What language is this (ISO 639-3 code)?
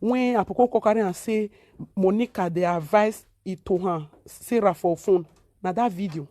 pcm